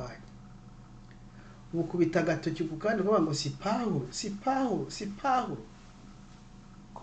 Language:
Kinyarwanda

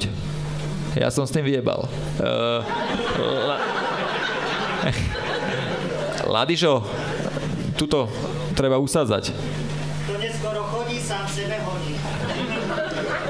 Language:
Slovak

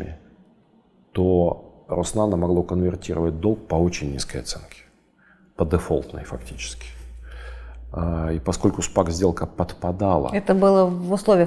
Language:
Russian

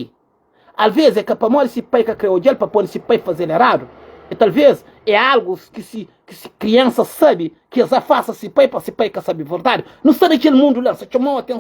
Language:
Kabuverdianu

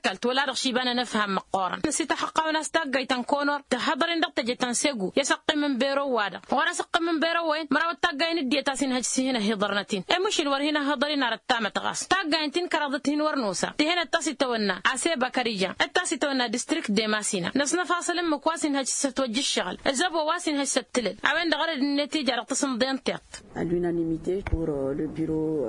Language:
Tamasheq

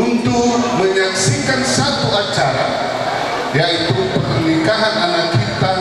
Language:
Nias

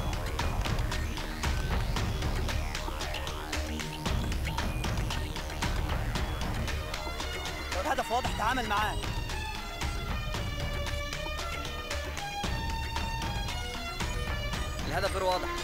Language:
Egyptian Arabic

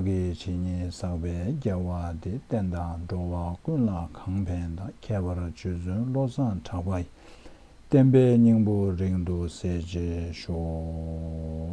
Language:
Tibetan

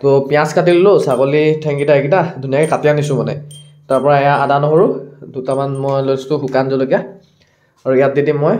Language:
Assamese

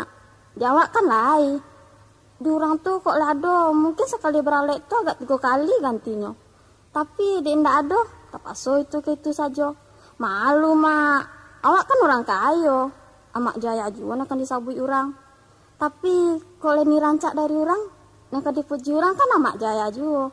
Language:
Minangkabau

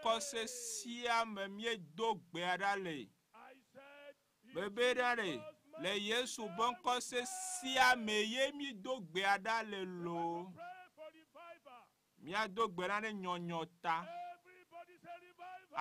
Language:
Ewe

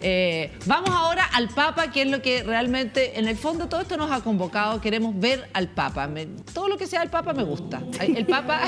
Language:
Spanish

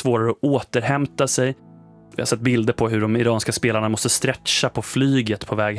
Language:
Swedish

